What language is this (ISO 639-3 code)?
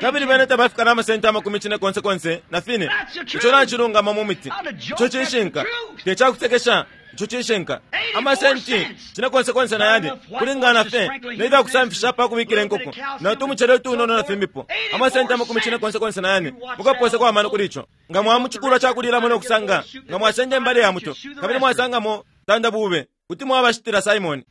bem